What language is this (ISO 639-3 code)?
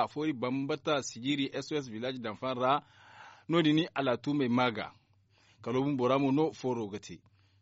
dje